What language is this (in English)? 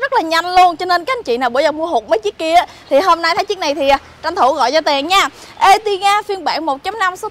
Vietnamese